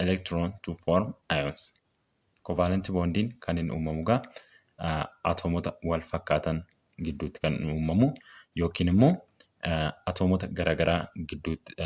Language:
Oromo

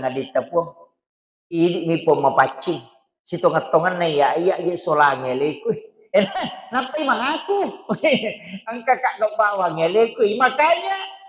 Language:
Buginese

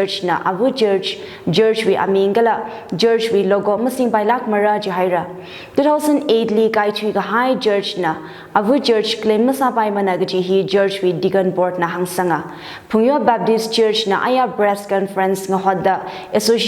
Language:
Tangkhul Naga (India)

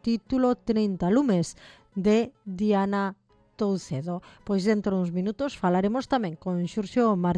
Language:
Galician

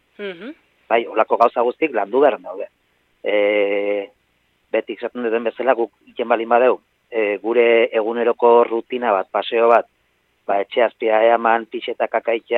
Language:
Basque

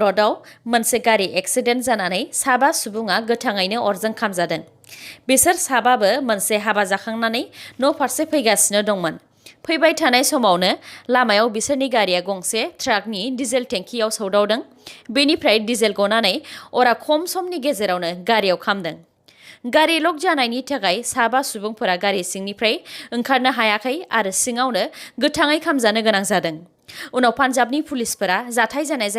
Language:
Bodo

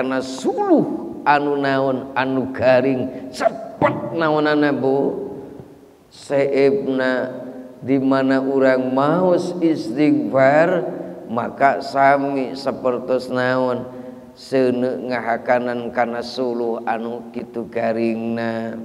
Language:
Sundanese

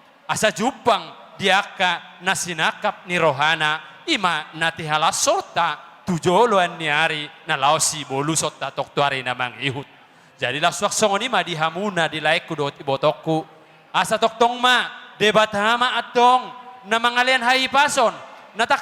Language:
Batak Toba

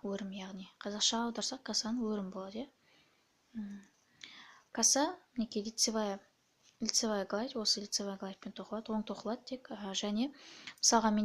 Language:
Kazakh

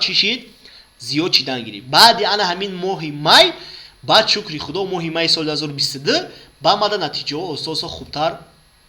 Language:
Tajik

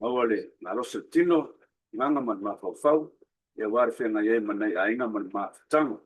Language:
Samoan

